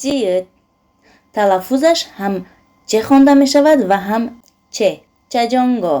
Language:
Tajik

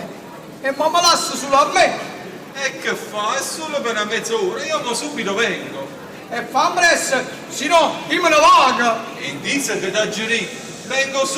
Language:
Neapolitan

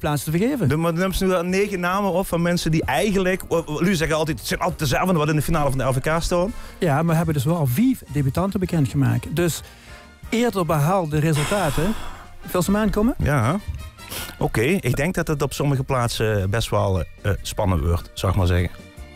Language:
Limburgish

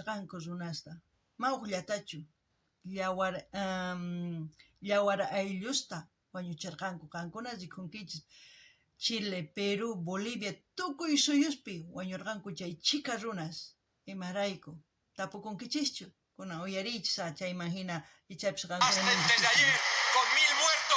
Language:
South Bolivian Quechua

